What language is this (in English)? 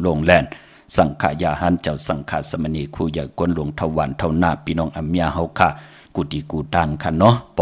Shan